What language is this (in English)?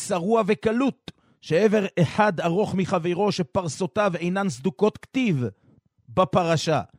Hebrew